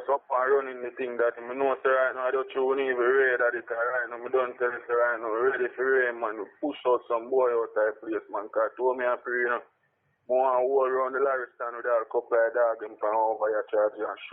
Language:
Jamaican Creole English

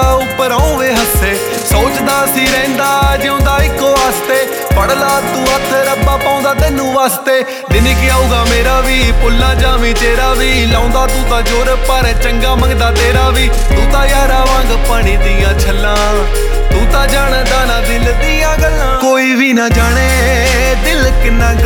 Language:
Punjabi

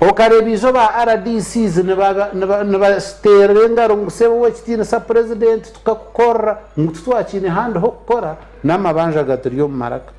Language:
Nyankole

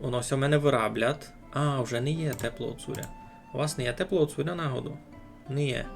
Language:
Rusyn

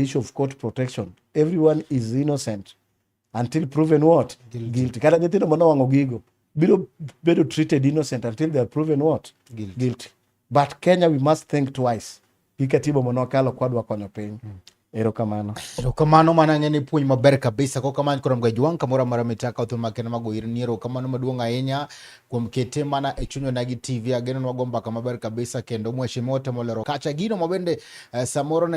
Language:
Luo (Kenya and Tanzania)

